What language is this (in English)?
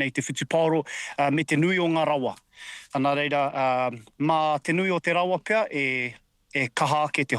Māori